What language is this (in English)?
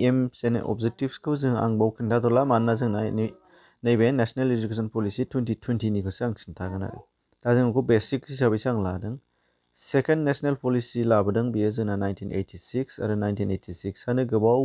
Bodo